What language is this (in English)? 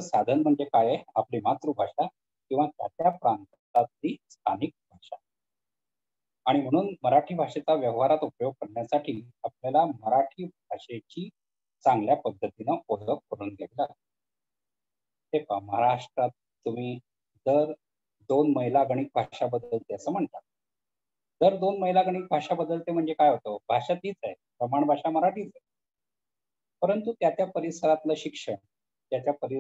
Marathi